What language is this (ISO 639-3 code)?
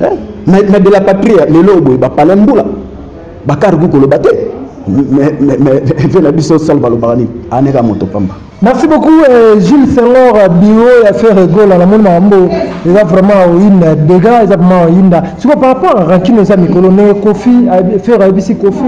lin